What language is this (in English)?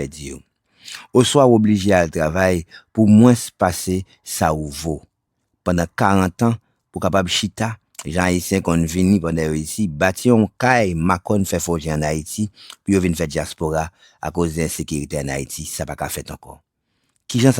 Haitian Creole